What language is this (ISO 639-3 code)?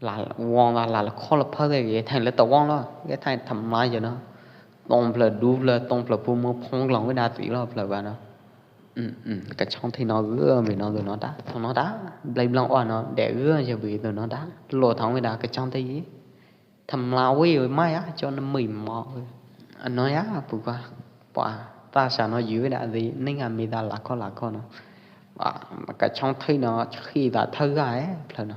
kjp